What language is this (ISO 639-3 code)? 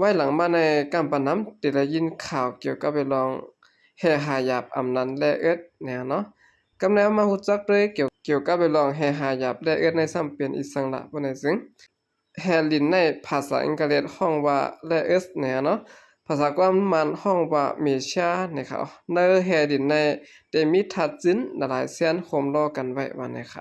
shn